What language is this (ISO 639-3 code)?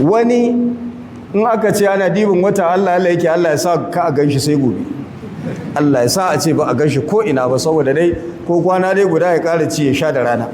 hau